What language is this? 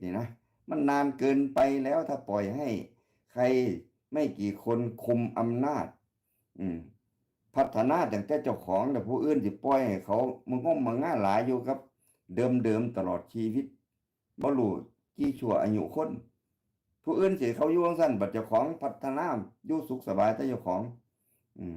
Northeastern Thai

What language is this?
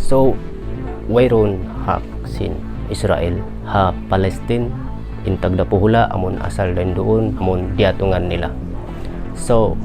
Tausug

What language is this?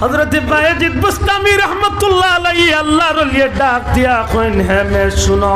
Sylheti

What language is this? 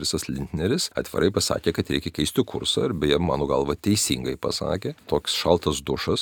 Lithuanian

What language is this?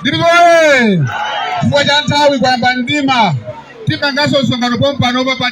Nyanja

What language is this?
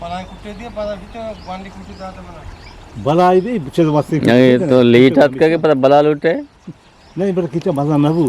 Eastern Balochi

